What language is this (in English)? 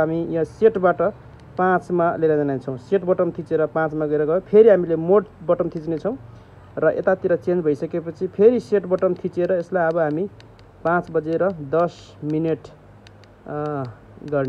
Nepali